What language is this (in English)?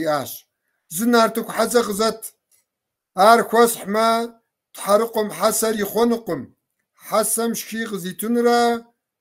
Kabardian